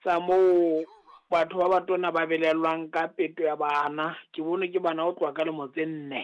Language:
Southern Sotho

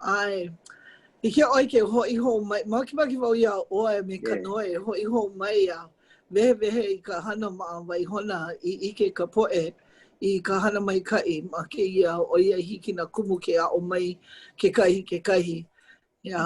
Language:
Hawaiian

